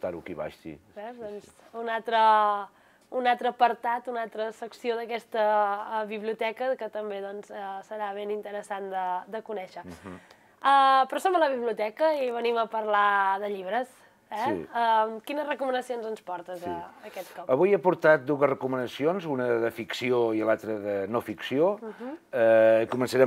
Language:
Catalan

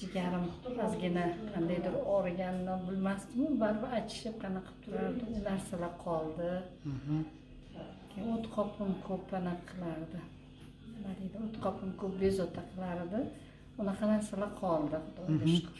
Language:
Uzbek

